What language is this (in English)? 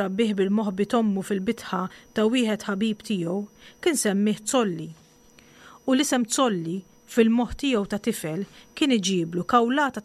Maltese